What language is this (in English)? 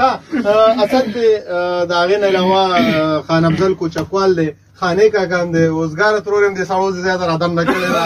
Pashto